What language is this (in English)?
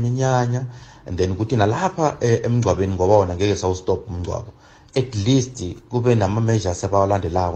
South Ndebele